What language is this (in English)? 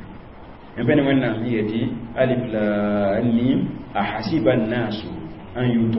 Mossi